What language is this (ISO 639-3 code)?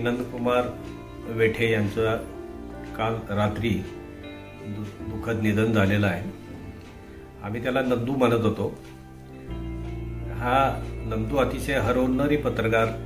mar